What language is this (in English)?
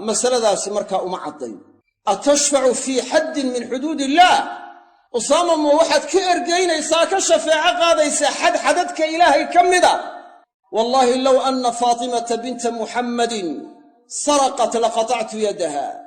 Somali